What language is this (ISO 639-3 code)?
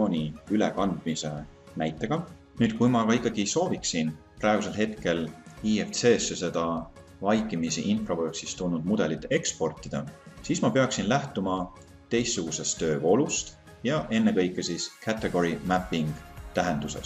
est